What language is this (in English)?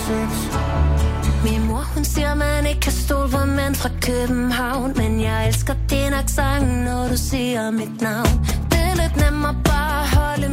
Danish